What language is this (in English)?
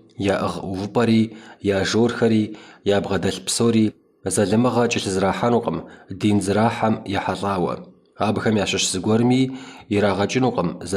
Kabardian